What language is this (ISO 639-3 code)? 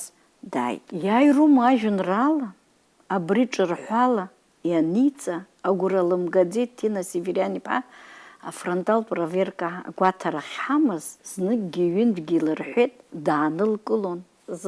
abk